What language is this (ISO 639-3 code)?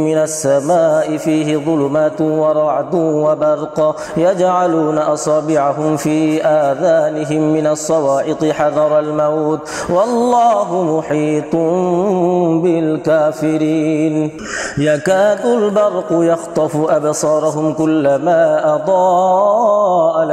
ara